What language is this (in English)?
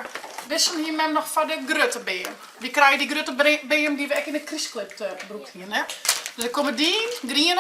Western Frisian